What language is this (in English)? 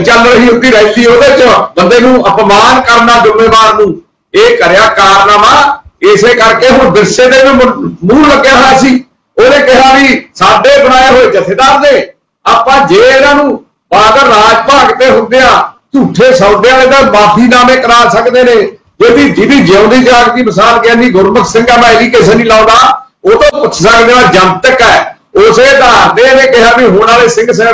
Punjabi